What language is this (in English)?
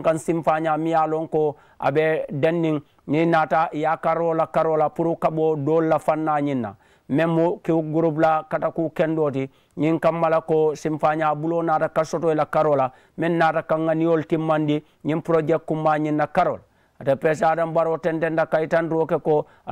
Mandingo